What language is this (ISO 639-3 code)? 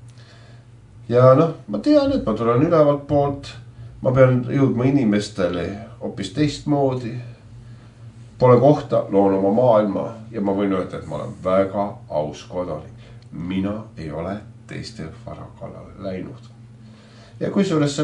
est